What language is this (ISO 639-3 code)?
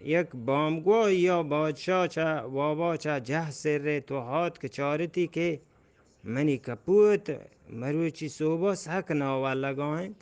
bgp